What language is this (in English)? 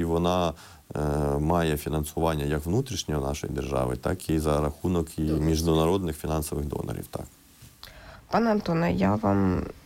Ukrainian